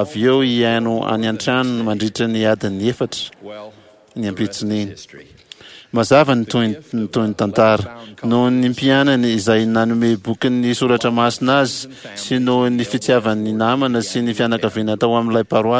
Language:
Malagasy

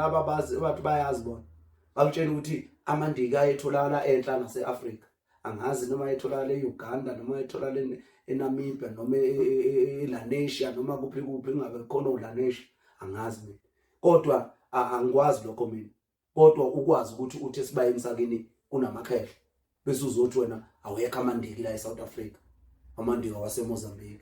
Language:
Zulu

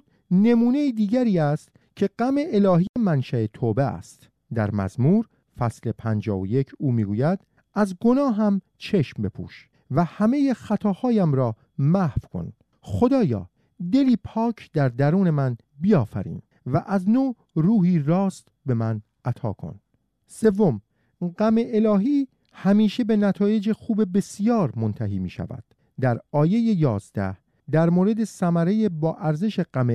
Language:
Persian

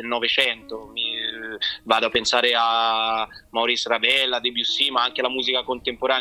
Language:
Italian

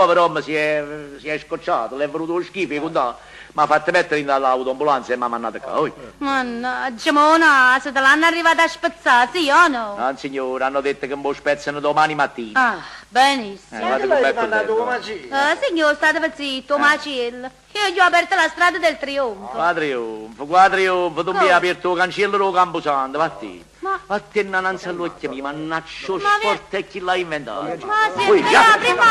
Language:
Neapolitan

